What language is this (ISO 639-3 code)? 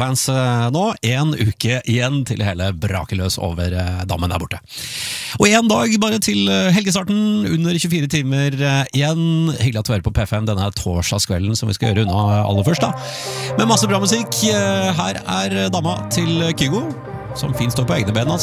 nor